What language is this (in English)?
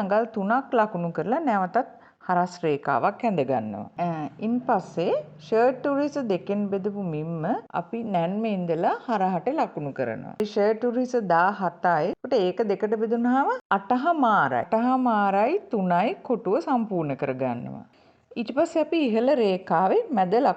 Sinhala